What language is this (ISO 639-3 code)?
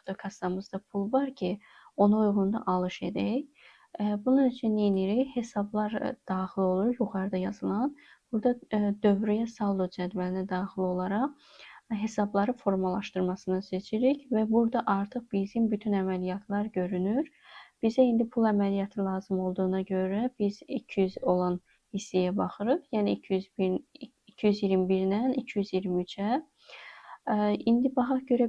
aze